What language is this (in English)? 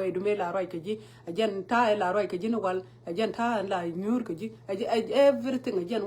Nuer